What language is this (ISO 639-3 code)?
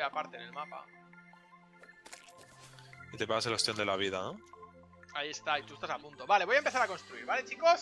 spa